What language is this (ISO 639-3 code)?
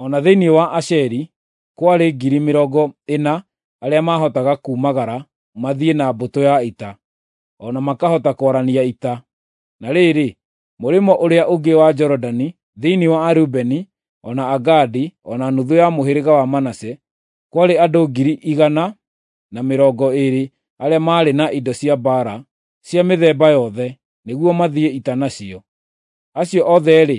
kik